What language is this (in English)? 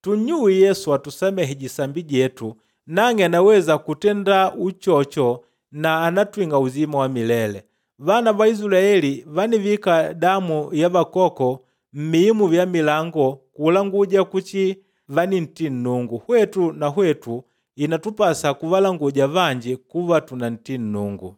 Makonde